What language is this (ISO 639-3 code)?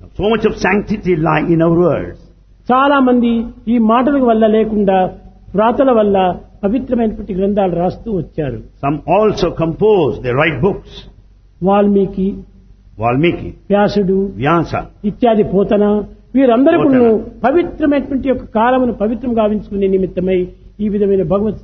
tel